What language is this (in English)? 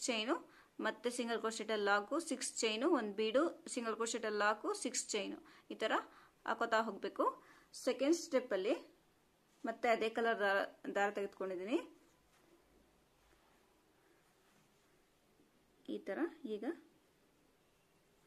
Kannada